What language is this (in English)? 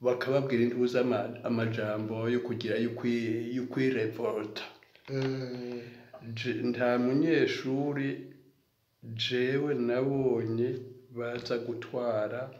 Rundi